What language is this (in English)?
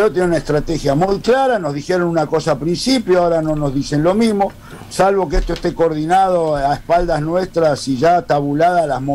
Spanish